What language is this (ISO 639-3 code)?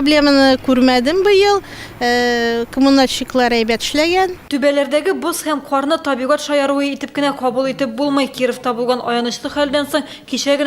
tat